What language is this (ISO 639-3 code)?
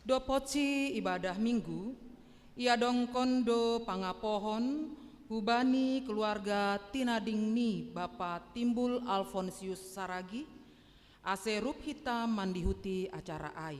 bts